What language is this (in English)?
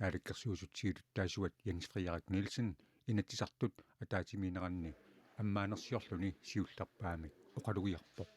Kalaallisut